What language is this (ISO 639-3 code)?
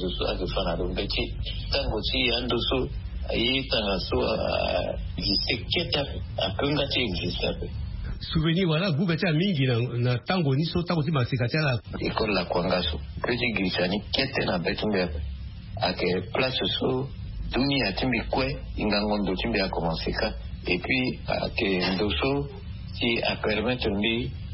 sag